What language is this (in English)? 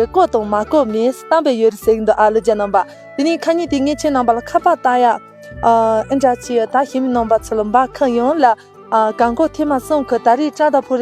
Tibetan